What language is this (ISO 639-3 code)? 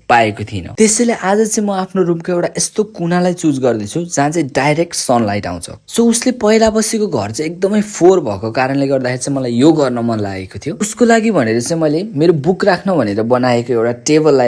nep